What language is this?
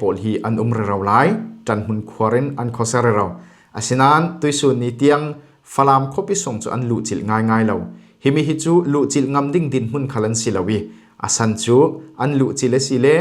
Falam Chin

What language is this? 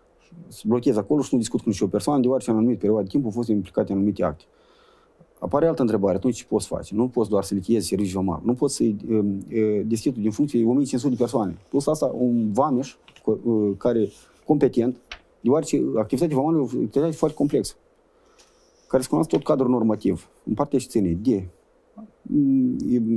Romanian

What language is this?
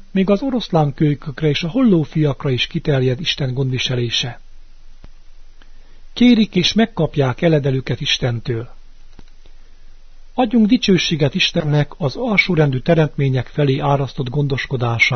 Hungarian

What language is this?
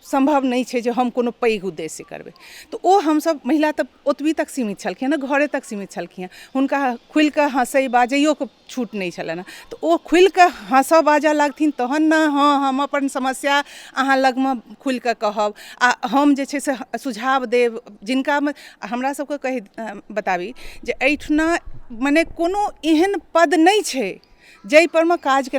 Maithili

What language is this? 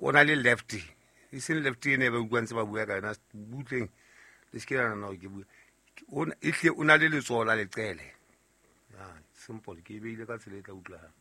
Southern Sotho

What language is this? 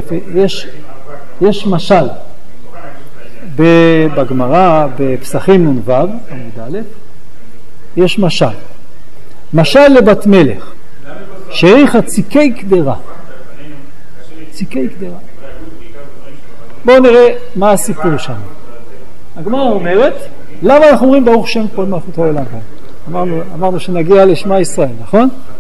Hebrew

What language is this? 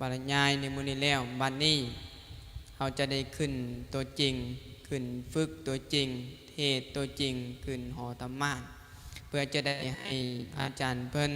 Lao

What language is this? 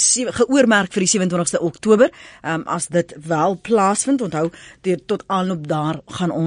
Afrikaans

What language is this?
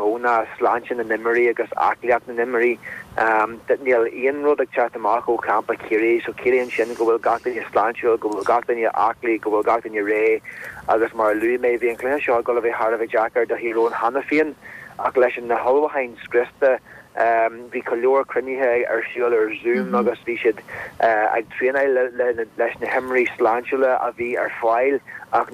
Irish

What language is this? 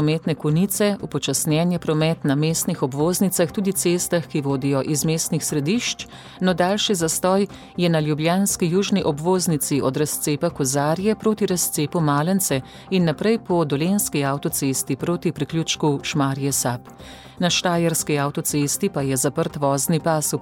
Slovenian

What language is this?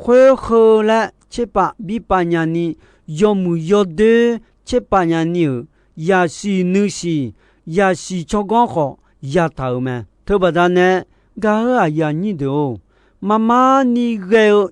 Akha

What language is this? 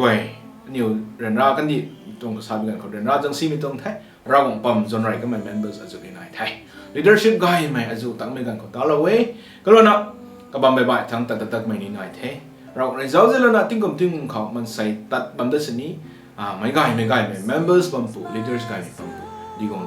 Rongmei Naga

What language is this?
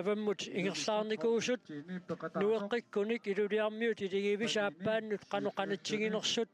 Kalaallisut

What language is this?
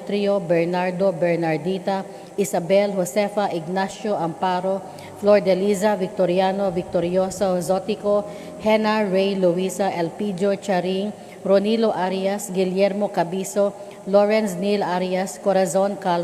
Cebuano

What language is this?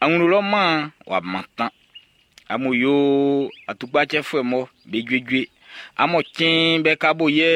Baoulé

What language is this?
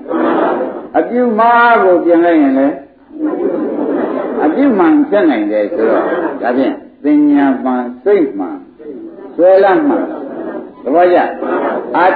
Burmese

